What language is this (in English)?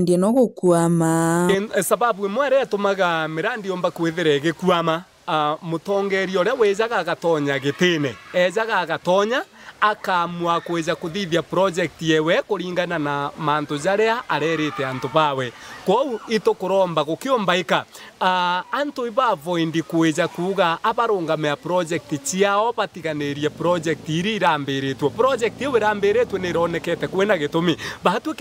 Meru